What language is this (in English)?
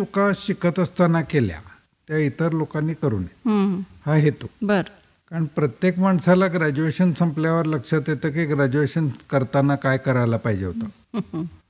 Marathi